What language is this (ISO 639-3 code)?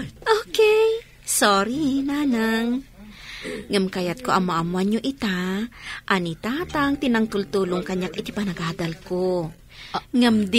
ilo